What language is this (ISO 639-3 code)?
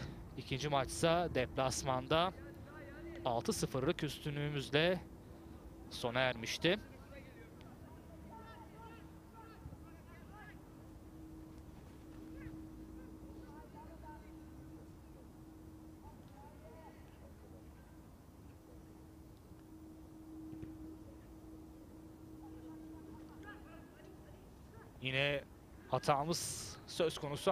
tur